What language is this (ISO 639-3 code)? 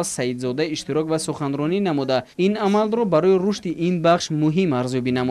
tgk